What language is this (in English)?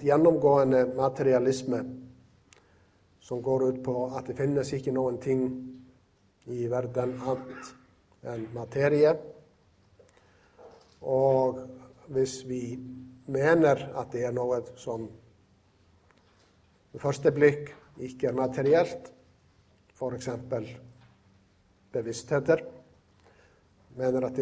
Norwegian